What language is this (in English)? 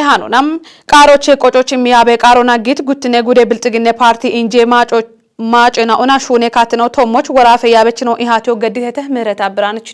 Kafa